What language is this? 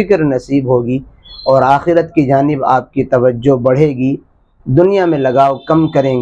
Urdu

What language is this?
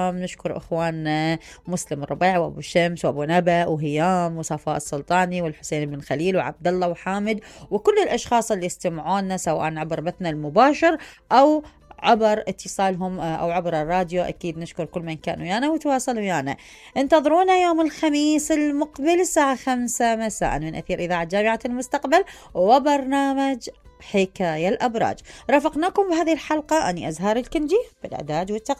Mesopotamian Arabic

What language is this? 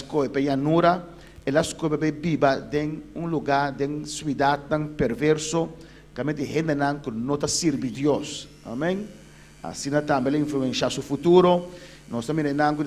Papiamento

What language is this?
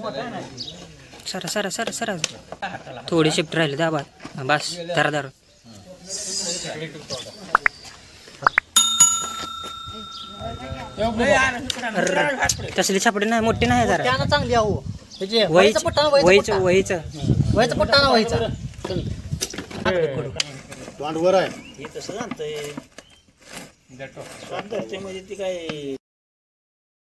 Marathi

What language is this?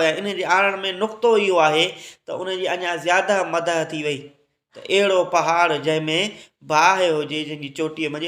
Sindhi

